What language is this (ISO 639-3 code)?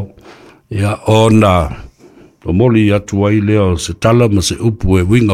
smo